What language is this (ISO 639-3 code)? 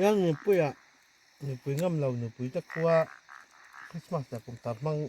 lus